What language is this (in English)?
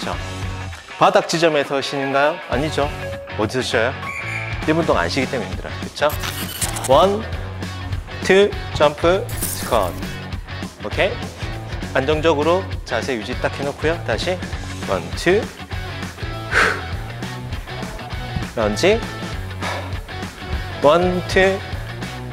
Korean